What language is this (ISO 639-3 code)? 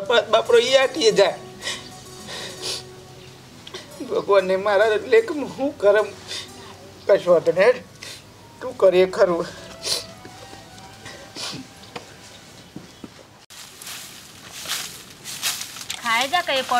guj